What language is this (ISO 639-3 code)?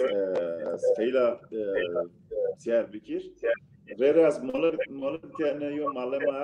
zza